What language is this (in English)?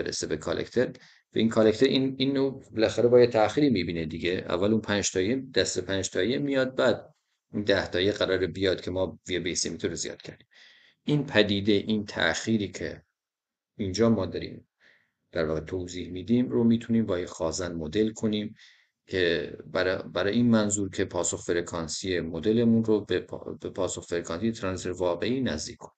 Persian